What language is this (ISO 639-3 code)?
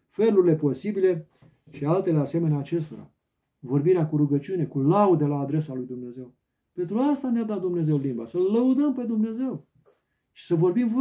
ron